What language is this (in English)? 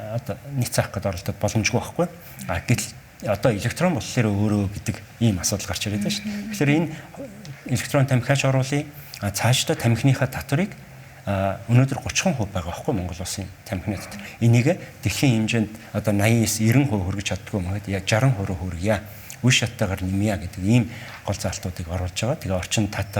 Mongolian